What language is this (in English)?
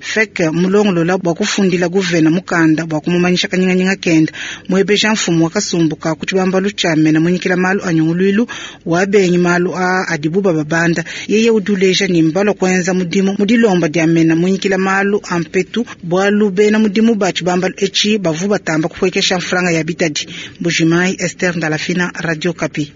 Luba-Lulua